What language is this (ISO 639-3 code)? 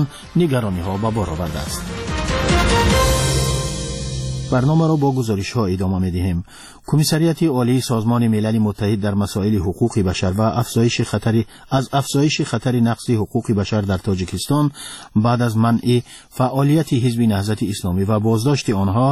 fas